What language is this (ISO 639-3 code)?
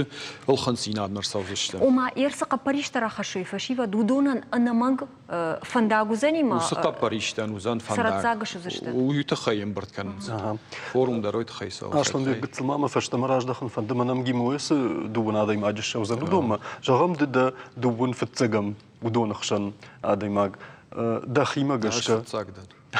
oss